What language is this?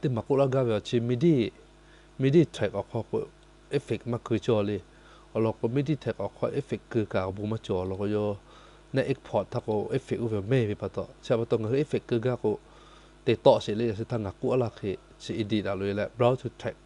Lahu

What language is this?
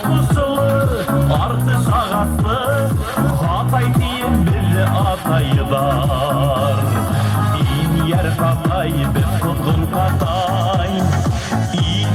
Bashkir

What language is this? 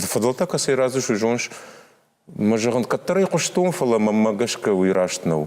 Ossetic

